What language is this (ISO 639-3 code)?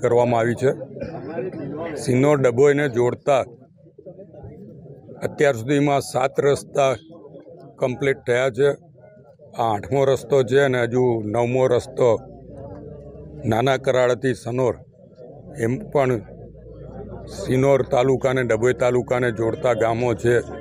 guj